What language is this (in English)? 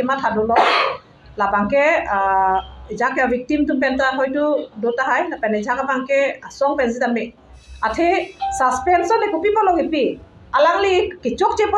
Karbi